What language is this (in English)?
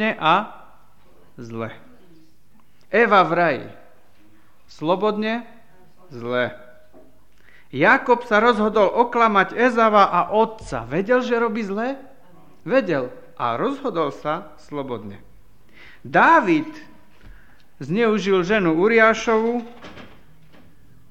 Slovak